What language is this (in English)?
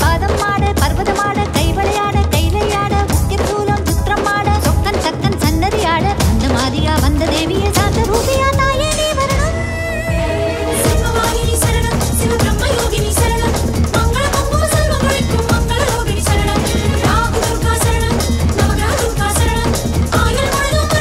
Tamil